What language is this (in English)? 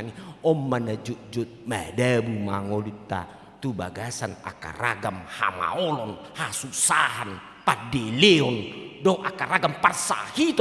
Batak Toba